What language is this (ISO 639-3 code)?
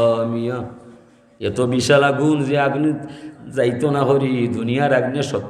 syl